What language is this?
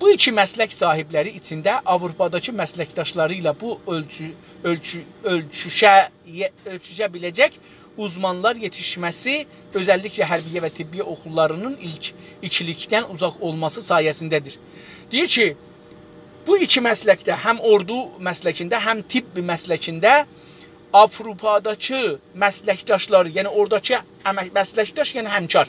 South Azerbaijani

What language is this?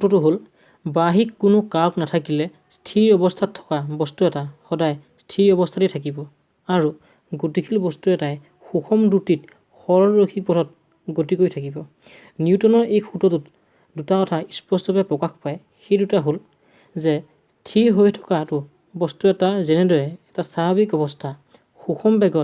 Assamese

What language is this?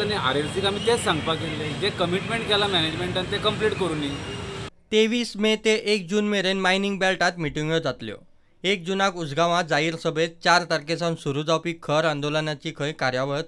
Konkani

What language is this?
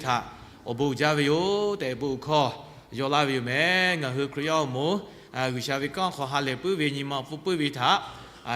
Lahu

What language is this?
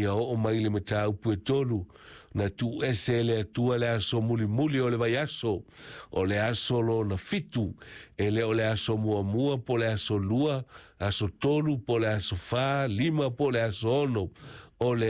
Samoan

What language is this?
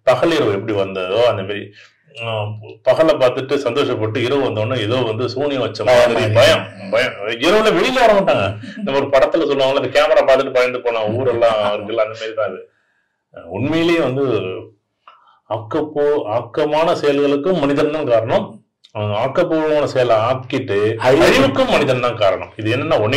Tamil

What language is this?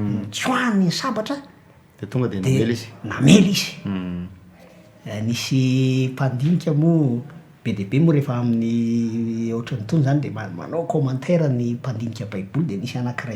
Malagasy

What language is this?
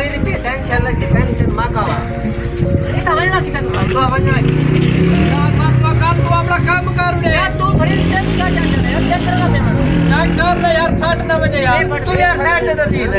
Saraiki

